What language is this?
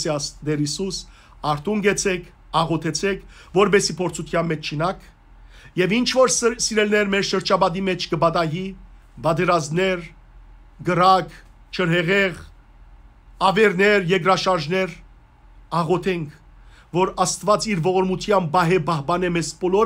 Western Armenian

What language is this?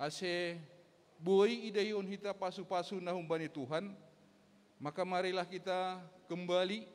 Batak Simalungun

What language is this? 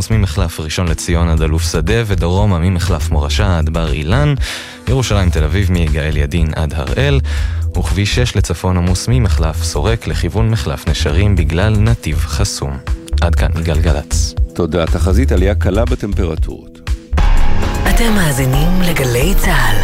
Hebrew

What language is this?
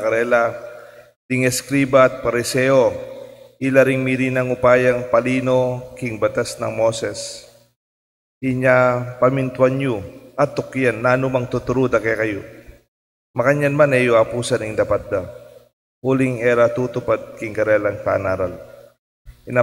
Pampanga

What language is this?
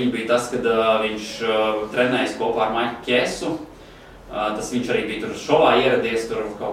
Latvian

